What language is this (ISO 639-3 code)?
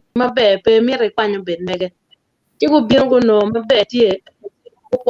ach